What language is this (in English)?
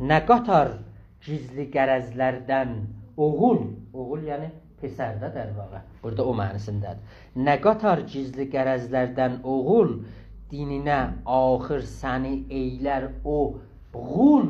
South Azerbaijani